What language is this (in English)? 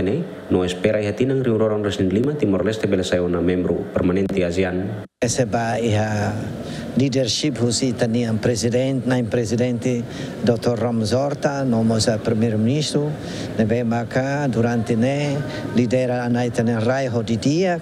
Tetum